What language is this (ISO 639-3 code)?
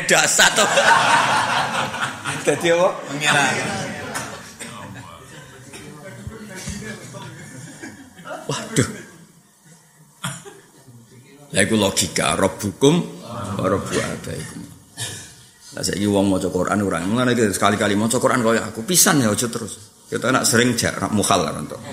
jav